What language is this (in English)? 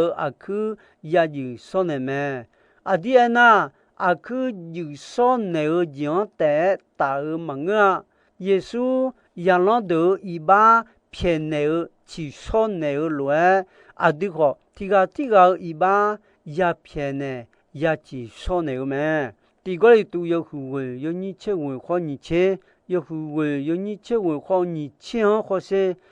Akha